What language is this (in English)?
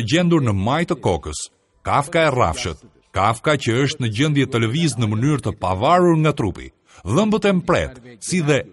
Albanian